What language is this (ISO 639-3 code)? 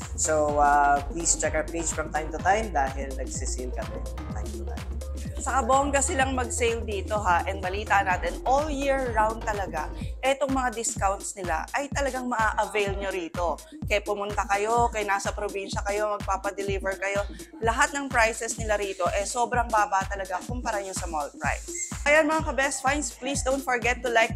fil